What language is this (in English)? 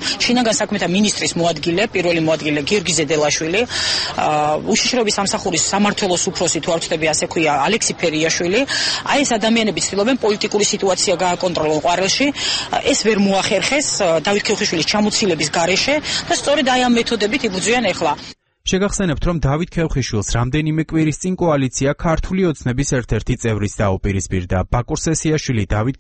Georgian